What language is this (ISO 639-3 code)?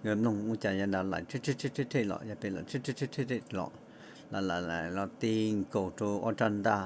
hmn